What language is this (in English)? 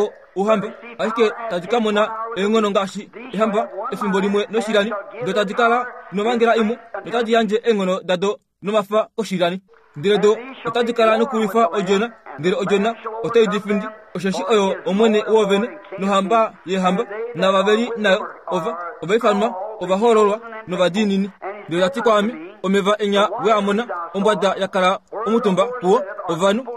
Kuanyama